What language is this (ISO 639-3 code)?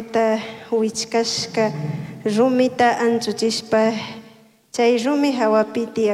qug